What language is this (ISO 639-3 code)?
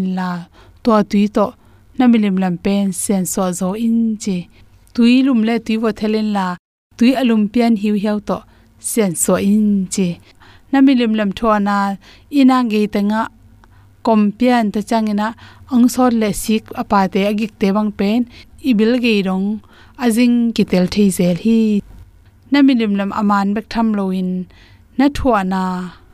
ctd